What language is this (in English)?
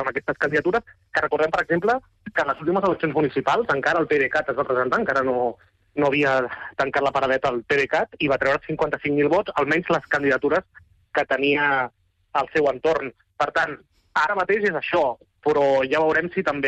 Catalan